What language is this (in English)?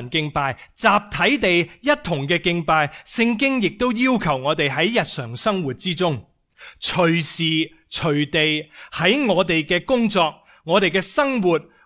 Cantonese